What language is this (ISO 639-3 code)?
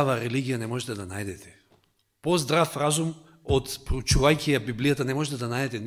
mkd